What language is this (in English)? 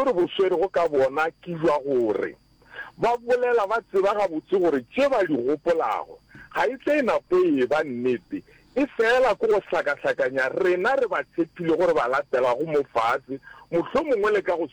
Northern Sotho